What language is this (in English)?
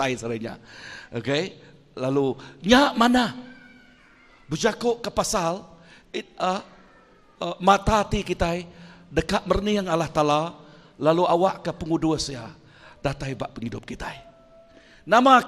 Iban